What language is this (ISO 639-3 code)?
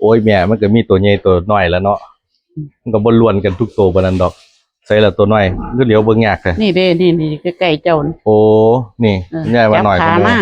tts